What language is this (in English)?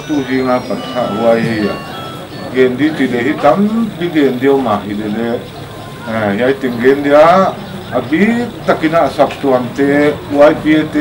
Paite Chin